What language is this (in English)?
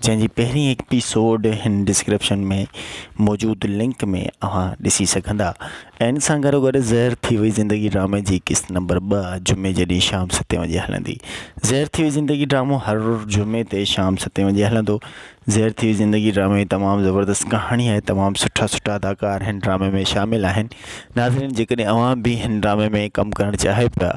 Sindhi